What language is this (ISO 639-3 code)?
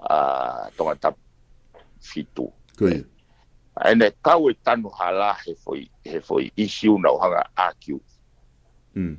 ton